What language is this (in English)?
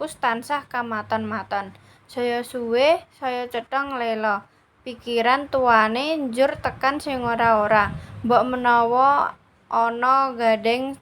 Javanese